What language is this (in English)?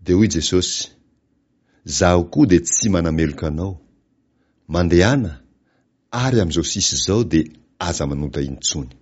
Malagasy